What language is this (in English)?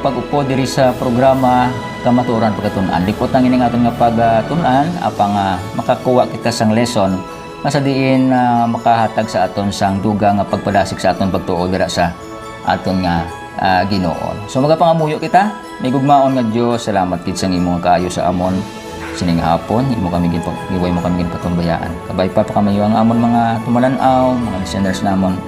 Hiligaynon